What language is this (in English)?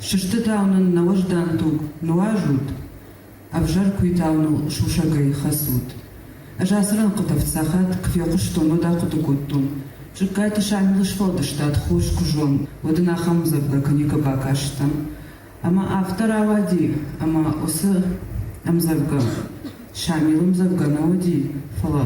Ossetic